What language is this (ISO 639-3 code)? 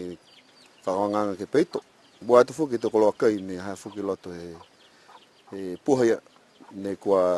niu